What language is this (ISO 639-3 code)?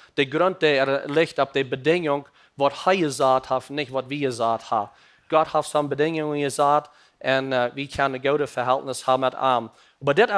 pdt